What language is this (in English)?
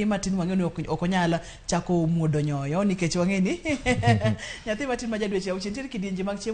Luo (Kenya and Tanzania)